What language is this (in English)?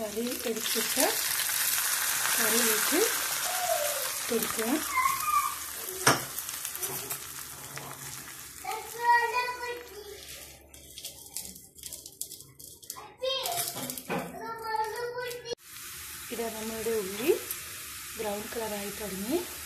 Malayalam